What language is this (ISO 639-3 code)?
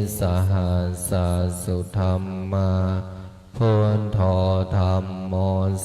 pli